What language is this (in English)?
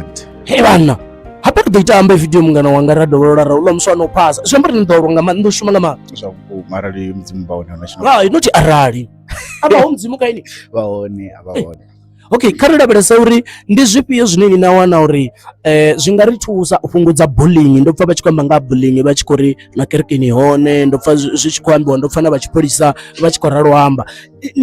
Venda